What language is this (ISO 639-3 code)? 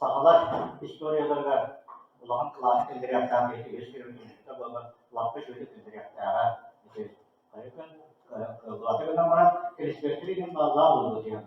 sah